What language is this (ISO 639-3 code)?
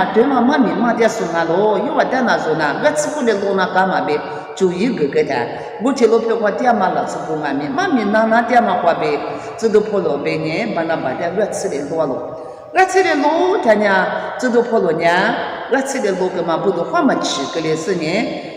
lis